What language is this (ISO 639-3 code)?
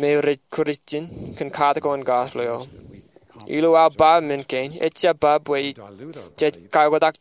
mah